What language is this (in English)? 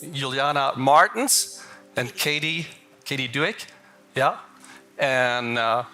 Plautdietsch